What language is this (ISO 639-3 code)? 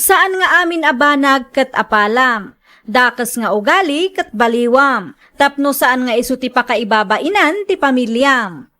ilo